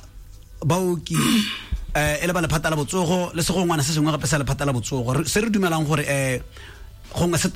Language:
Tswana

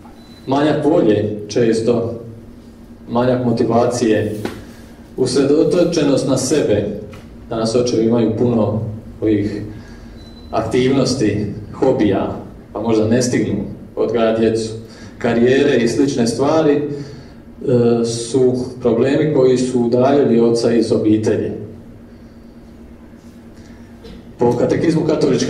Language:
Croatian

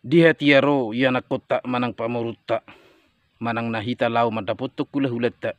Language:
Batak Toba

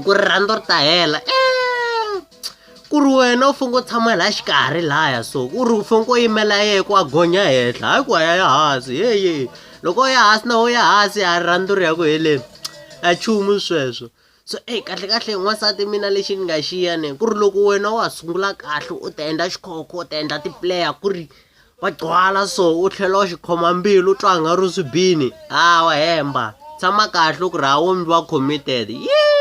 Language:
Tsonga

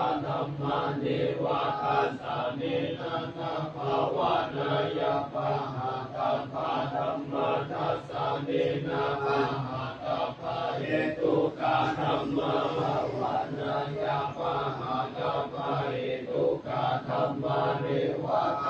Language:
Pali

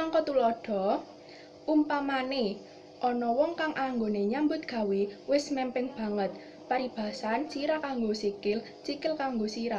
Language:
Javanese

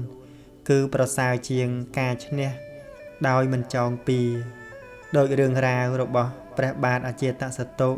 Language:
Khmer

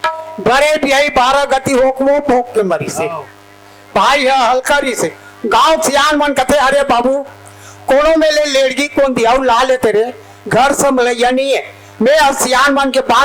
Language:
Chhattisgarhi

